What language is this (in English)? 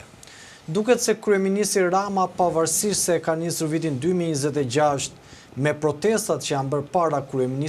Albanian